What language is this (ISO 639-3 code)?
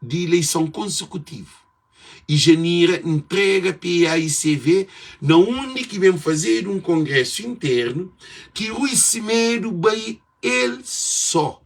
kea